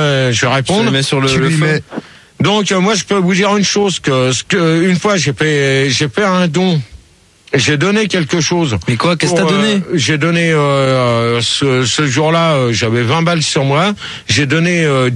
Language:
French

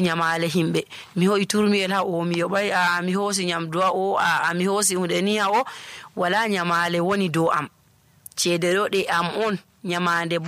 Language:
Nigerian Fulfulde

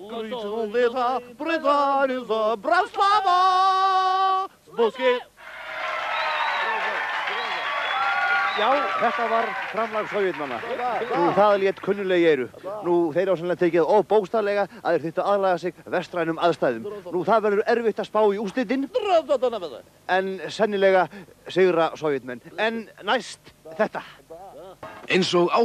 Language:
Icelandic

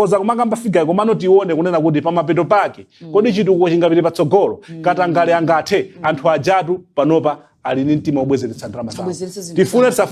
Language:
Nyanja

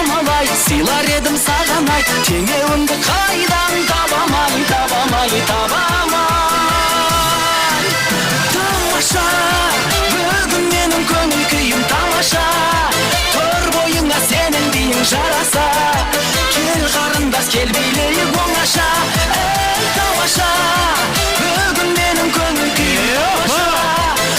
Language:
Kara-Kalpak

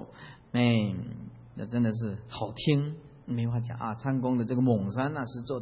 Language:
Chinese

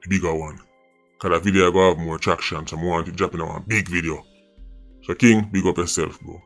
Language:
Jamaican Creole English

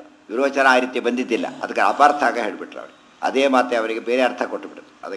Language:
Kannada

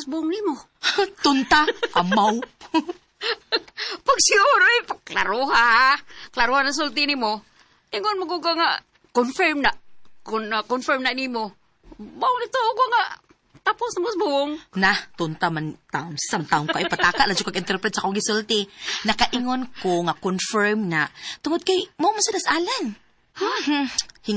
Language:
Cebuano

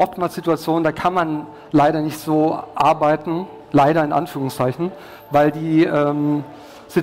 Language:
German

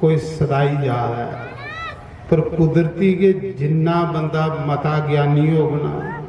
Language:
Dogri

